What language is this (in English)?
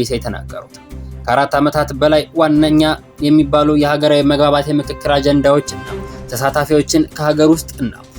Amharic